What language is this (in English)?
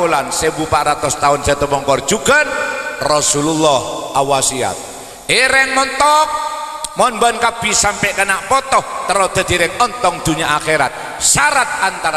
Madurese